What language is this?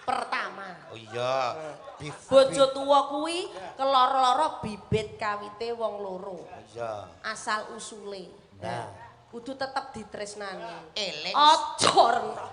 Javanese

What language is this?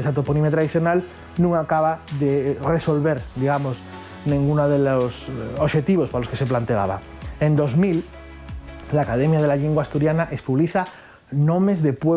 Asturian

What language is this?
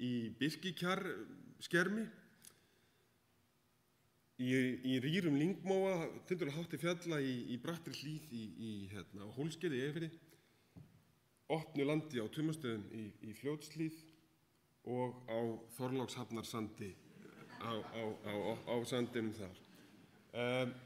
Icelandic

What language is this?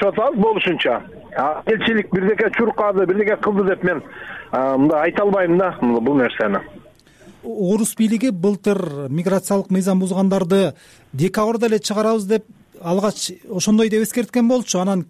Kyrgyz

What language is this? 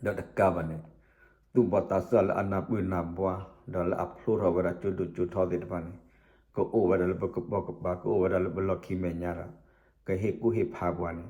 S'gaw Karen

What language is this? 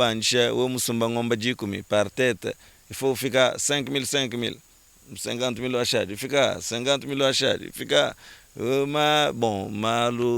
Luba-Lulua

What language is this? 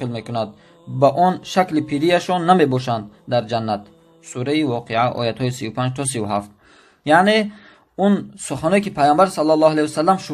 Tajik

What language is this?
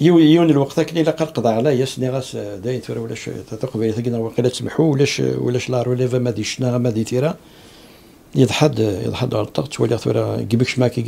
Kabyle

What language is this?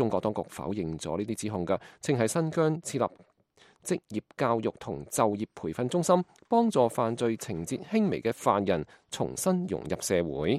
Cantonese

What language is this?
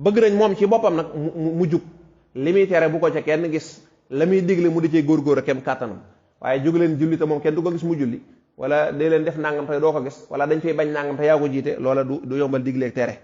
Wolof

